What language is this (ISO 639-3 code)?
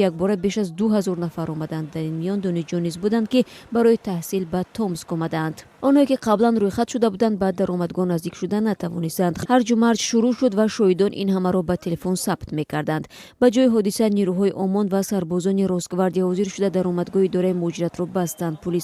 tgk